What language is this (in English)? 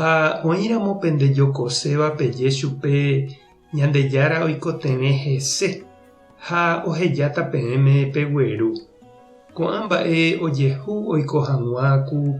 Guarani